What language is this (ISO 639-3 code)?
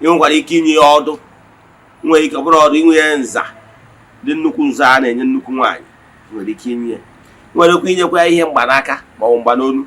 ibo